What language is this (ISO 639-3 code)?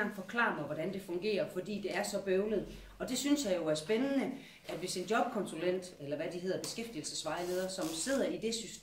dan